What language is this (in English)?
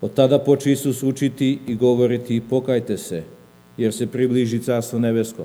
Serbian